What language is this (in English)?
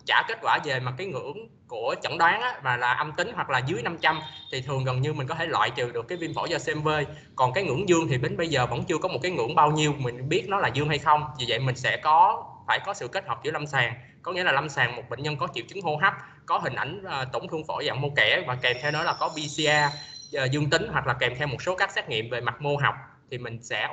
Vietnamese